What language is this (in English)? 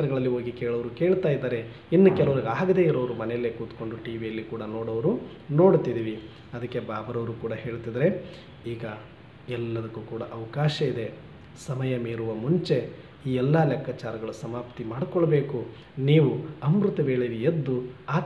Kannada